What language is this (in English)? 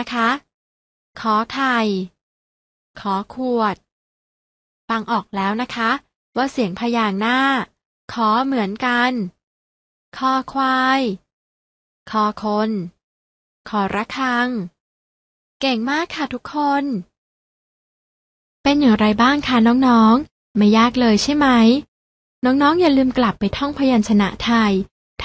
Thai